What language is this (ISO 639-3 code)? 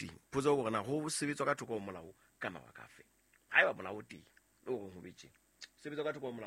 sot